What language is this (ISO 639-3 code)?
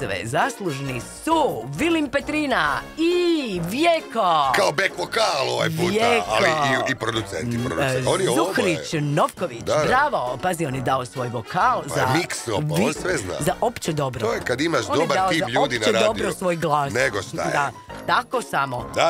hrv